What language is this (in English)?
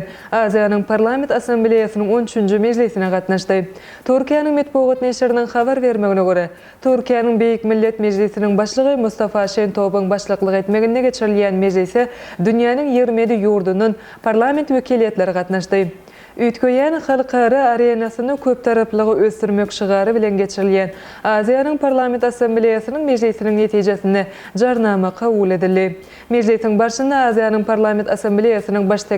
Turkmen